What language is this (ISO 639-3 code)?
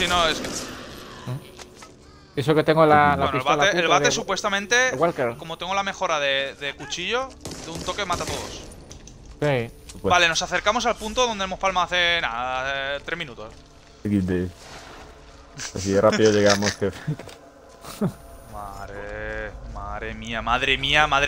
spa